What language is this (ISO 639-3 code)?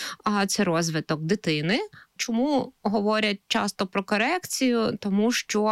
ukr